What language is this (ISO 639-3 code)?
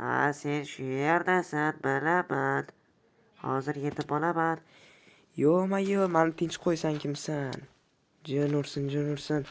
uzb